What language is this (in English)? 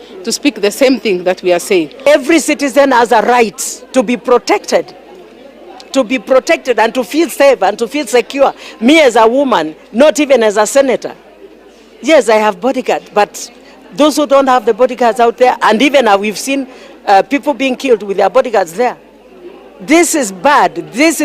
Gusii